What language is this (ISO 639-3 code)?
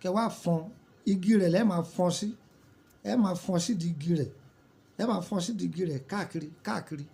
yor